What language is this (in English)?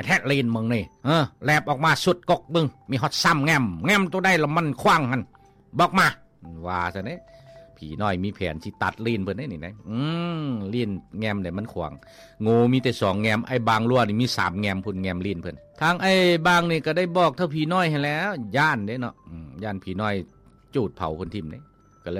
Lao